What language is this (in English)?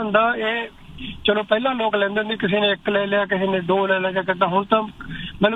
Punjabi